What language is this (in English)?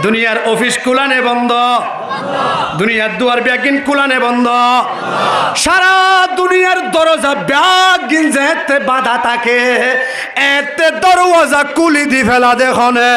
Rohingya